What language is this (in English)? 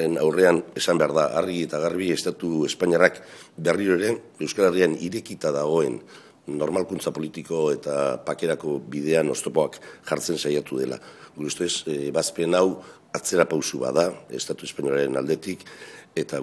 Basque